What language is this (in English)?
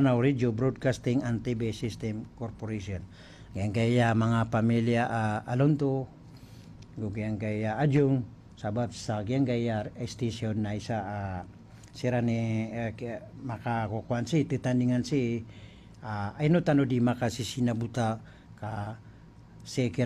Maranao